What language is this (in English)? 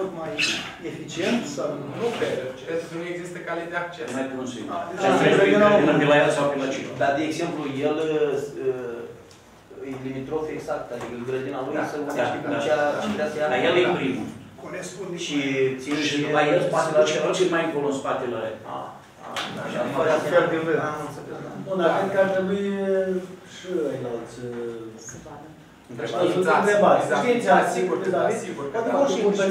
Romanian